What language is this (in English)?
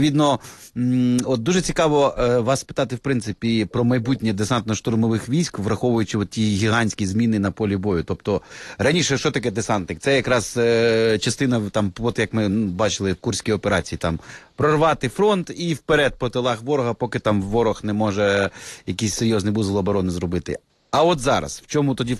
Ukrainian